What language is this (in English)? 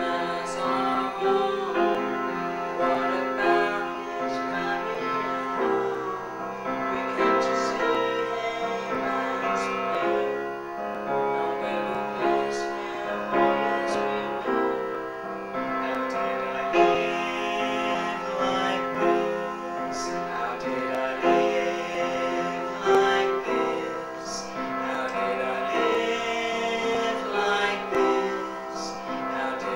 English